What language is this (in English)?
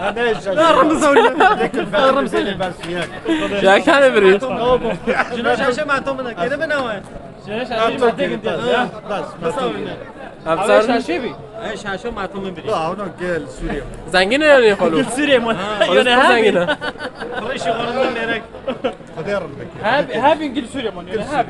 Kurdish